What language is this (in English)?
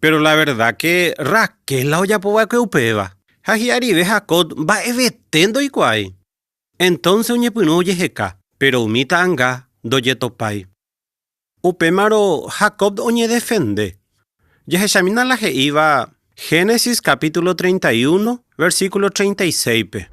Guarani